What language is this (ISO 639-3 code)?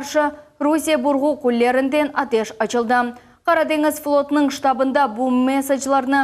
crh